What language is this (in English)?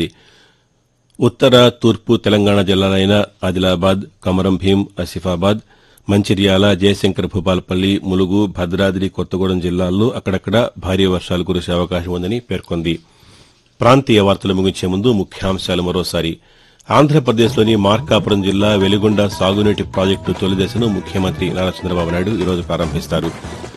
Telugu